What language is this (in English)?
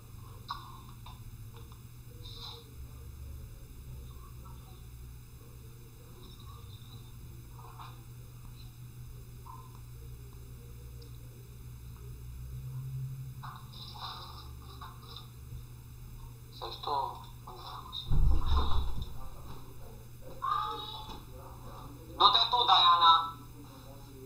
Romanian